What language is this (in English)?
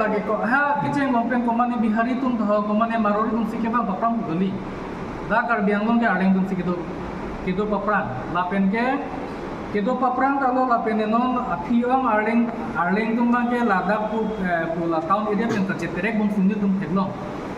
Karbi